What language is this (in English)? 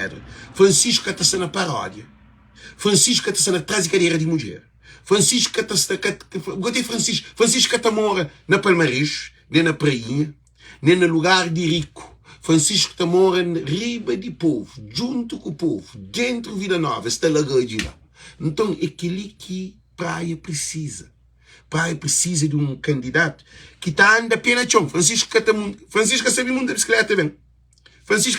Kabuverdianu